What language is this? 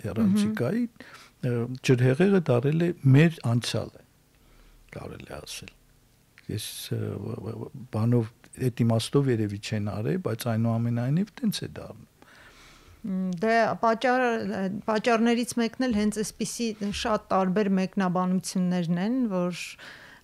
Armenian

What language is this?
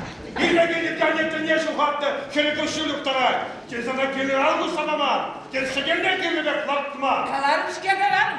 Chuvash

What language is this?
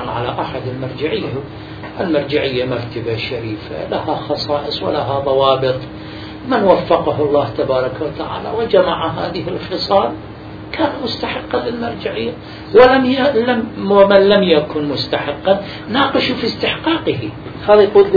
Arabic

